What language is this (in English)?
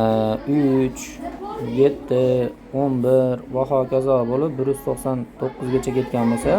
Uzbek